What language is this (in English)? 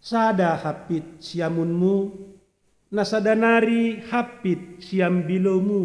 Batak Simalungun